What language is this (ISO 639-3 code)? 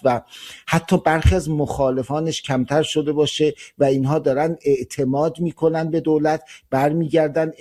fas